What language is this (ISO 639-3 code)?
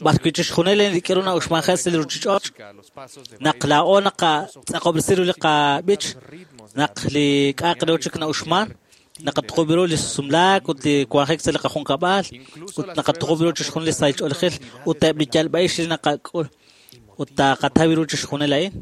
kek